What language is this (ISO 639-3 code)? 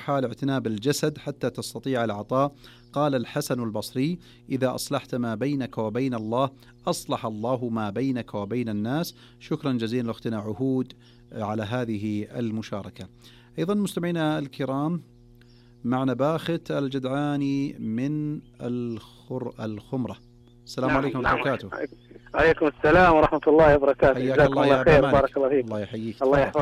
ara